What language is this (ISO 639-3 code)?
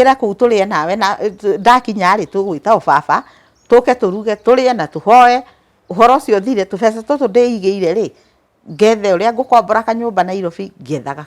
kik